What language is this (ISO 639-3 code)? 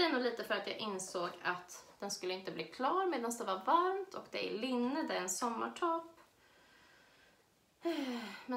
swe